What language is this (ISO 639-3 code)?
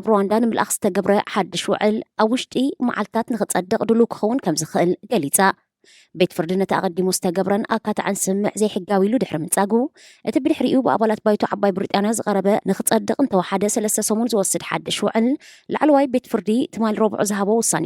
tir